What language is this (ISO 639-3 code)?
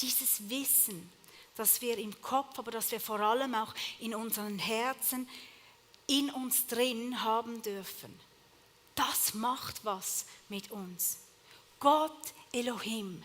gsw